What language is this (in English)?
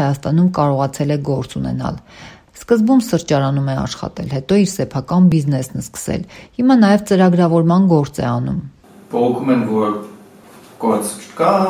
Armenian